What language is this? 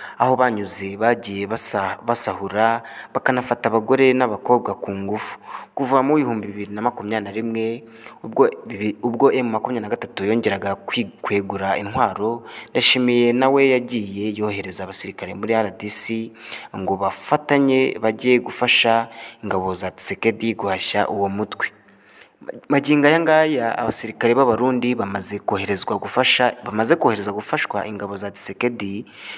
Kinyarwanda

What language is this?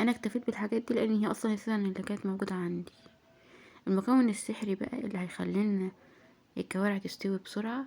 Egyptian Arabic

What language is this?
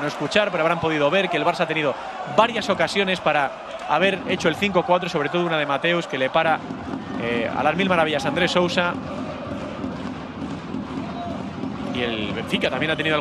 Spanish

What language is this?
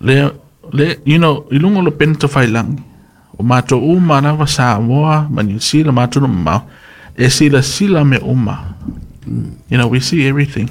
Samoan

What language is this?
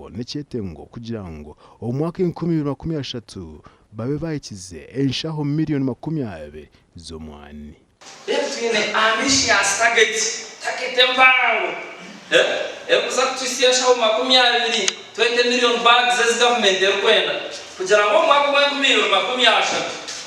Nyankole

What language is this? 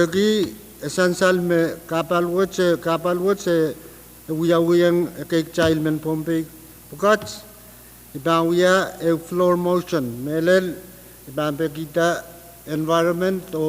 Pohnpeian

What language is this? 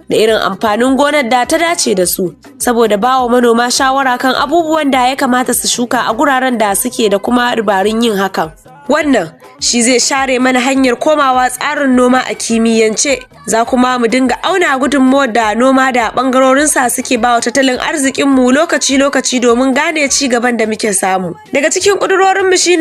Hausa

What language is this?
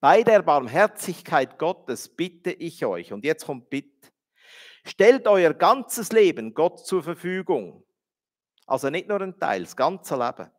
Swiss German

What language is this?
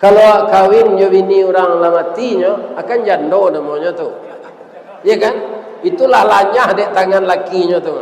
Minangkabau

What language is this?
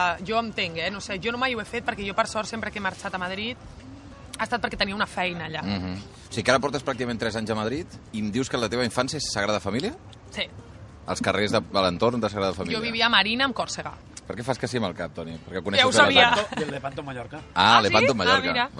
Catalan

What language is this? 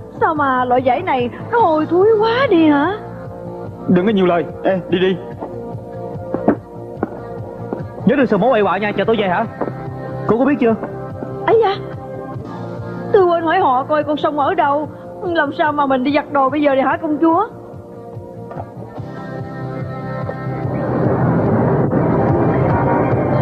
Vietnamese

